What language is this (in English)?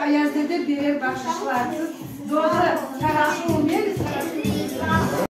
Crimean Tatar